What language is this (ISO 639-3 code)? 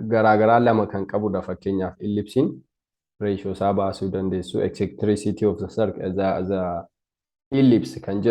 orm